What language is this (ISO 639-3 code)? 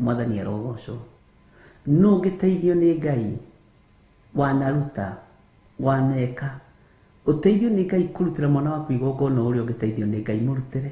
kik